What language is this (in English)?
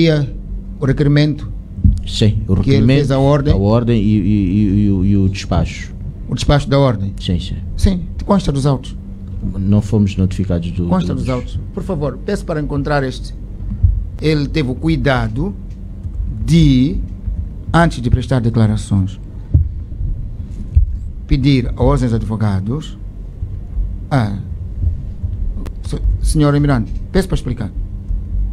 Portuguese